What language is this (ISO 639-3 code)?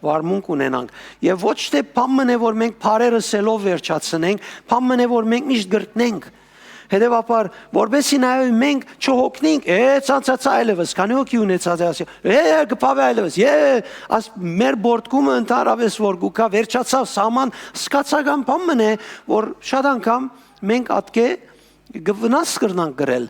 hyw